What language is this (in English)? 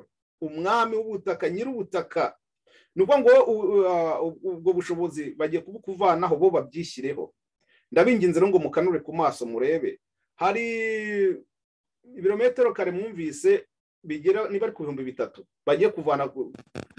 Kinyarwanda